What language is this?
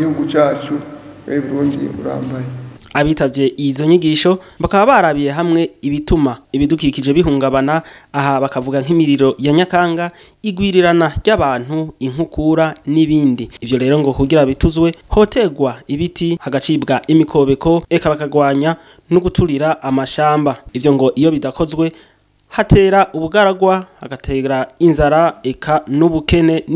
Rundi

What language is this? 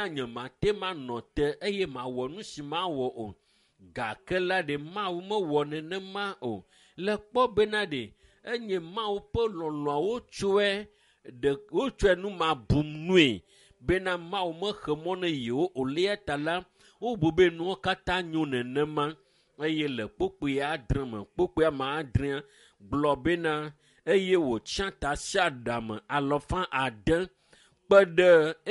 Ewe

